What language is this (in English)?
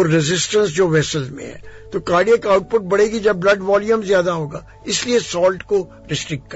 Urdu